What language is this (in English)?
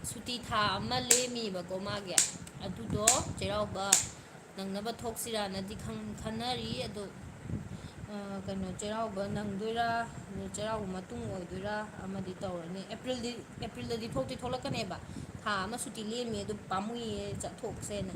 Manipuri